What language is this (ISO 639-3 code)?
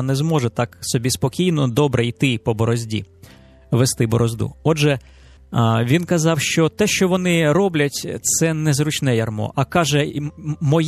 ukr